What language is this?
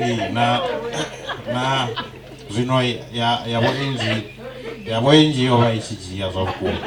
Venda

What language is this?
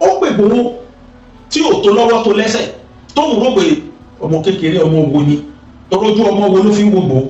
Yoruba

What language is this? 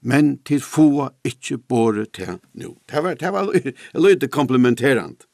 Faroese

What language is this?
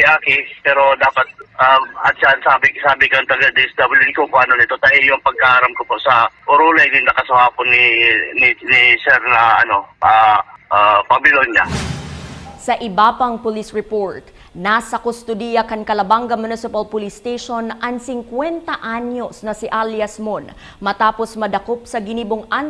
Bikol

